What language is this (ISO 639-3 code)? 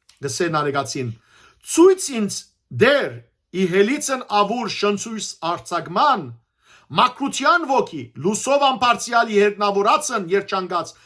hyw